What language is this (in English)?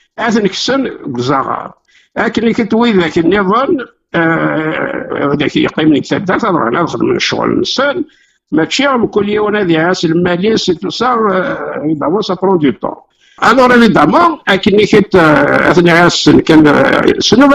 Kabyle